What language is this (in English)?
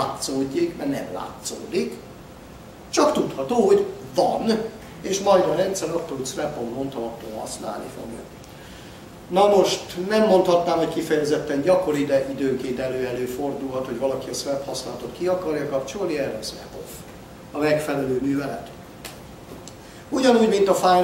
Hungarian